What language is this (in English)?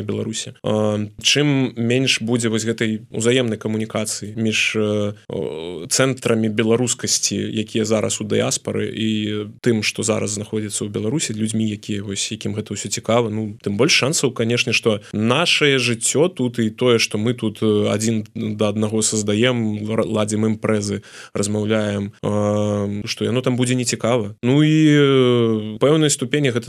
Belarusian